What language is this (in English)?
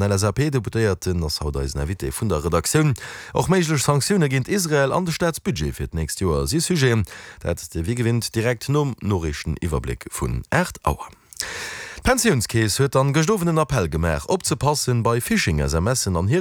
Luxembourgish